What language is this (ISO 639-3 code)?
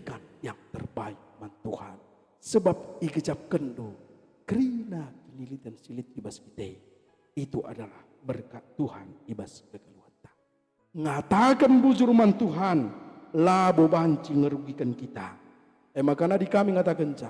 btx